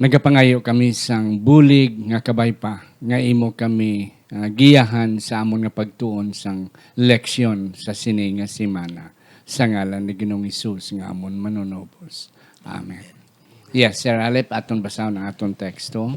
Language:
Hiligaynon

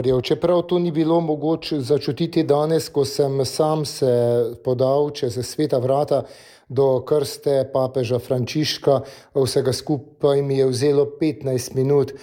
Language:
Slovenian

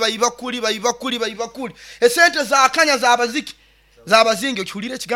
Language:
Nyoro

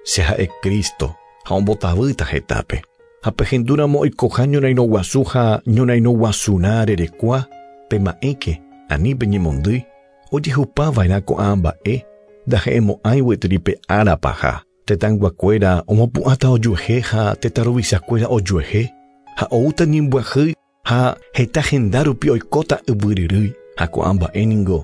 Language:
Guarani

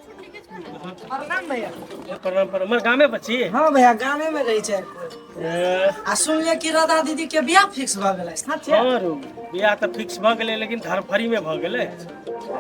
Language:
Maithili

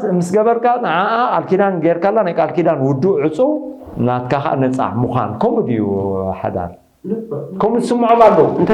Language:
Tigrinya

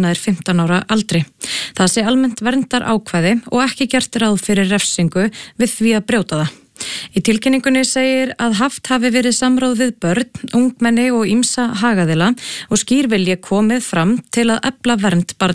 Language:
Icelandic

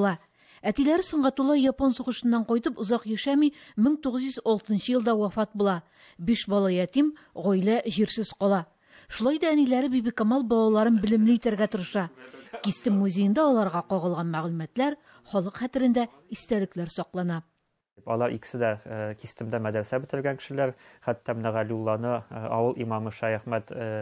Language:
Tatar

